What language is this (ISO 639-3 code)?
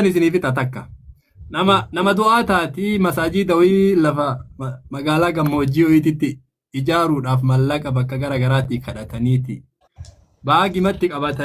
orm